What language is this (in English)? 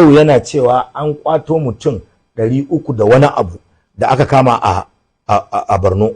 Hausa